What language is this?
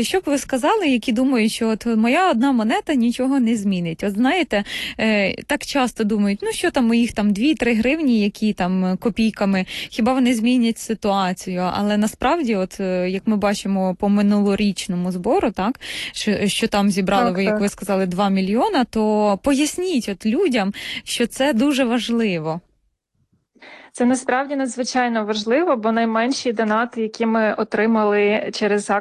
Ukrainian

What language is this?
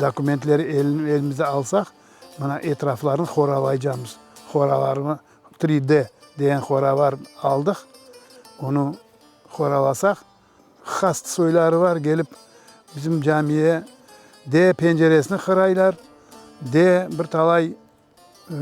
Crimean Tatar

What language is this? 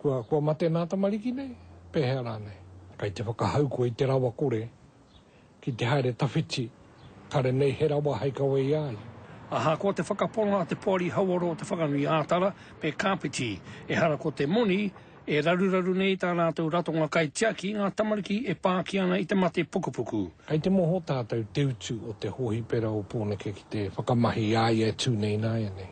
Māori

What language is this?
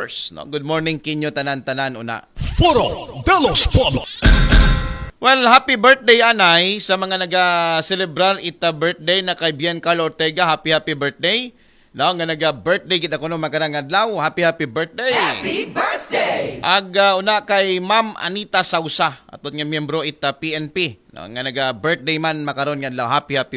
Aklanon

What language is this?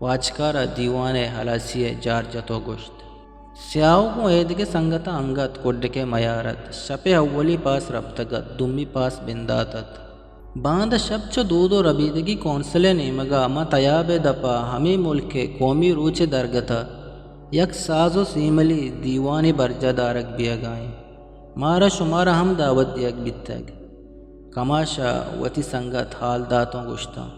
Eastern Balochi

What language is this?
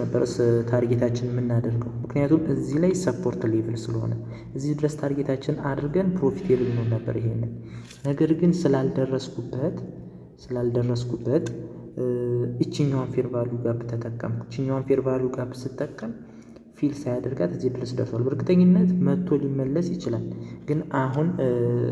Amharic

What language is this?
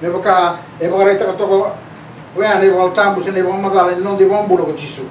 Fijian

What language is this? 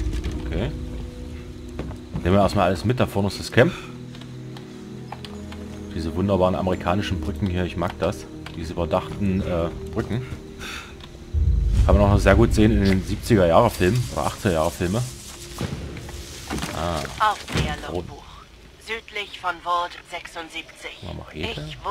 German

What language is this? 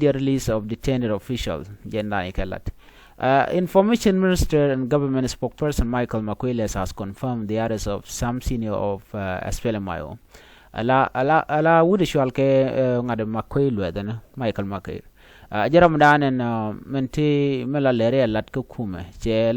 Nuer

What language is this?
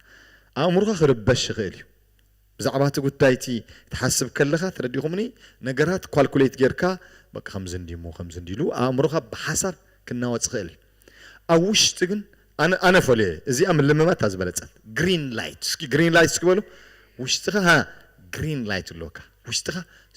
Tigrinya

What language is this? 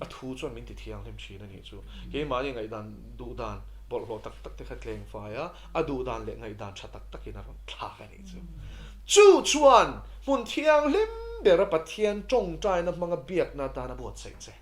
Mizo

